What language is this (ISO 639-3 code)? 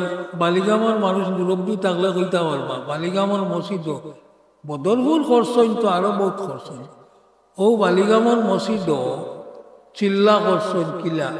syl